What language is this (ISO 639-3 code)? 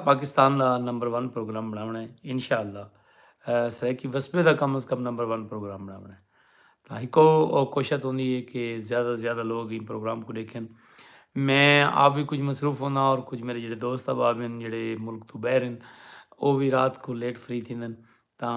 skr